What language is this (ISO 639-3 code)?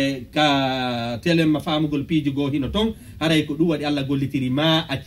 fuf